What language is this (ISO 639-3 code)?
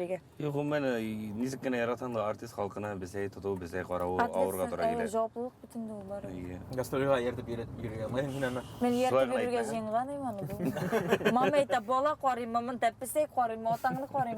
bak